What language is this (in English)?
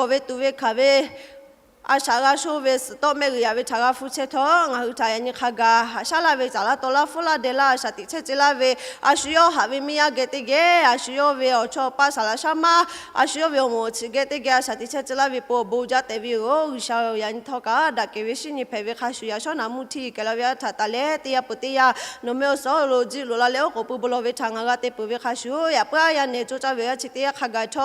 Lahu